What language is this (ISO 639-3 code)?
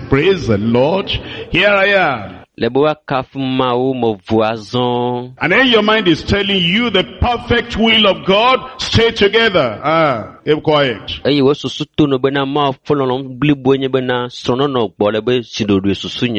ewe